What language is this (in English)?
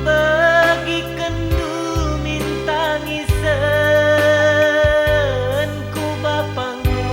Batak Karo